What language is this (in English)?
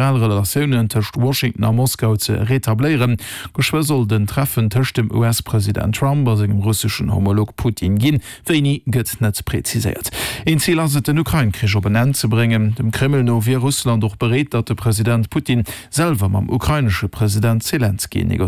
Luxembourgish